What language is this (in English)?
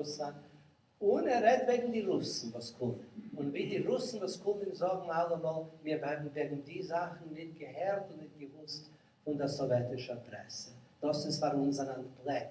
Yiddish